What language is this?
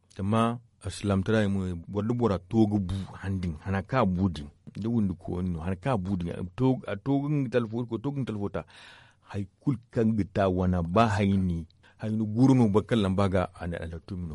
Zarma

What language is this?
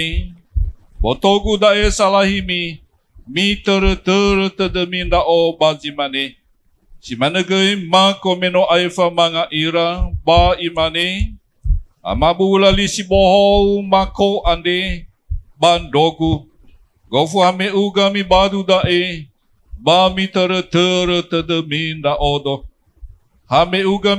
Nias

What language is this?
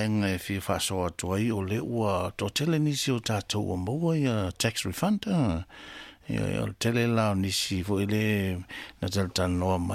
Samoan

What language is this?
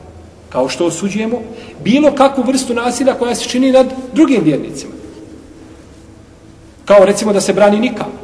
Bosnian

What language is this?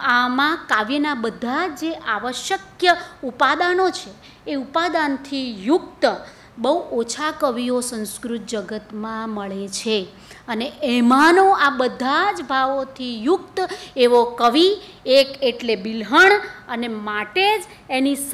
Gujarati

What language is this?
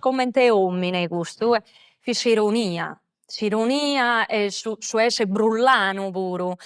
Sardinian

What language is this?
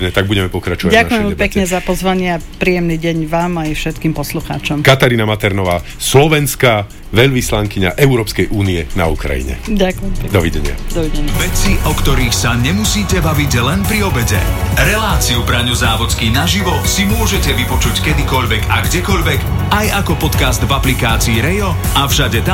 Slovak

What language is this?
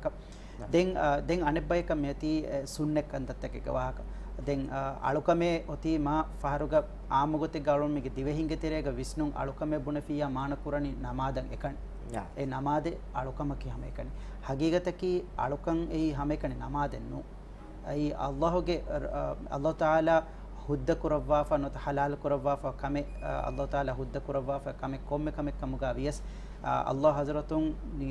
Divehi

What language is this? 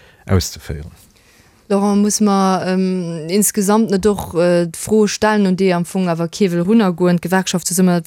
Luxembourgish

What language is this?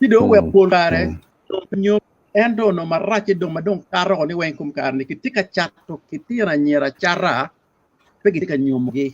Acoli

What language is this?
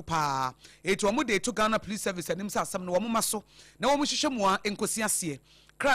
Akan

